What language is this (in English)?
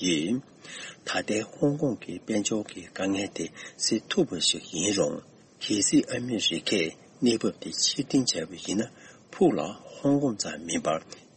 Tibetan